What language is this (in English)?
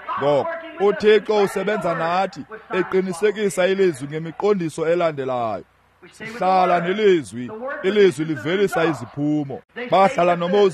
Xhosa